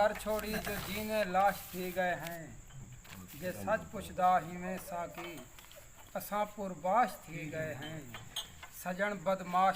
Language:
Saraiki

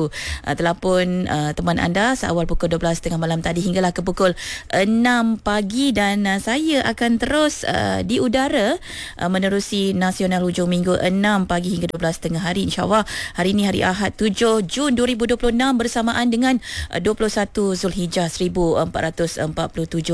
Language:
Malay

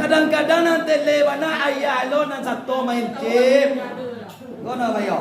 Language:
Minangkabau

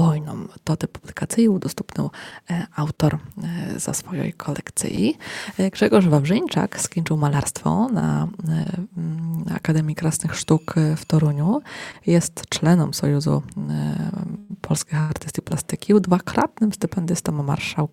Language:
Polish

